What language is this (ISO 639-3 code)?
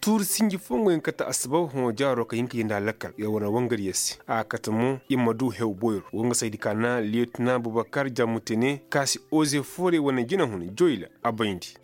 dje